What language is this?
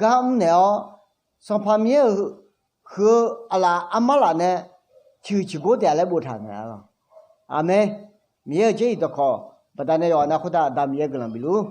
Akha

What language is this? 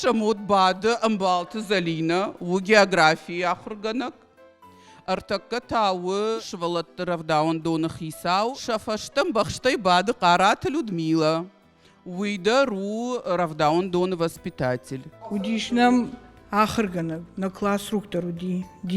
Ossetic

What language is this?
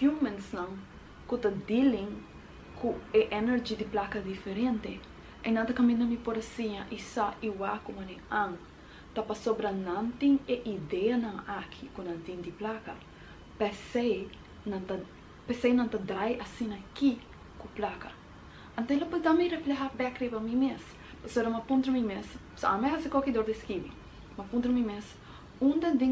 Papiamento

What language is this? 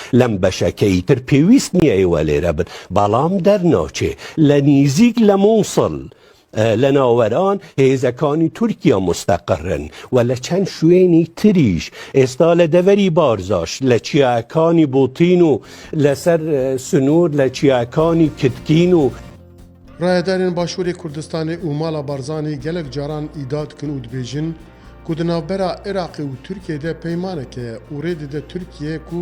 Kurdish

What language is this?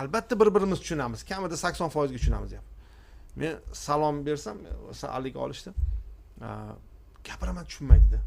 Uzbek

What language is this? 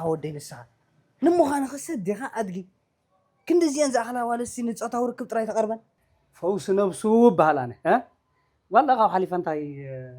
Tigrinya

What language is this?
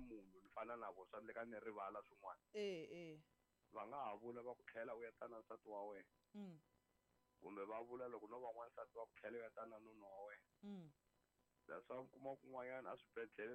Tsonga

